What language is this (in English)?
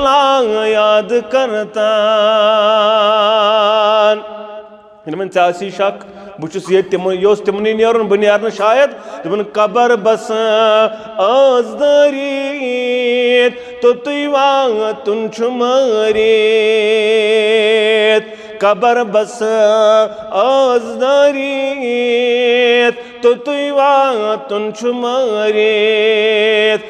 Kashmiri